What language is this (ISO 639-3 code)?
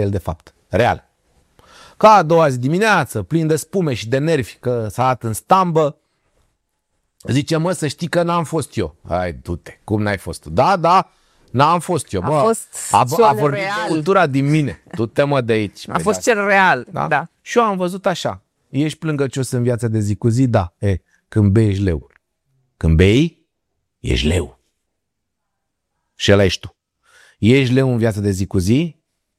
ron